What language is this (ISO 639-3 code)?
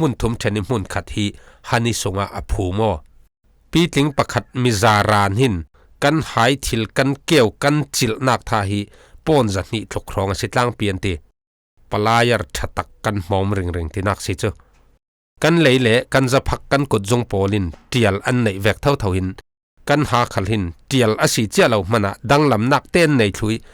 cfm